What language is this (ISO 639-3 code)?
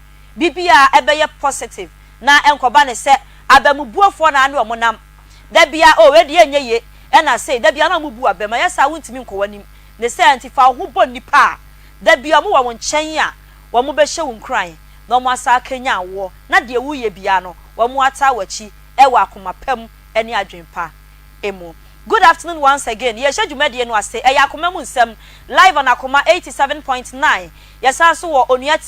aka